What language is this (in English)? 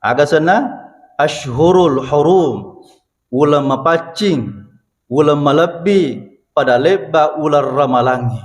Buginese